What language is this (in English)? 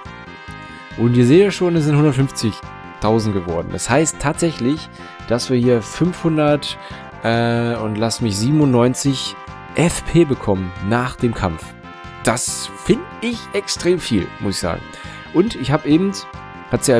German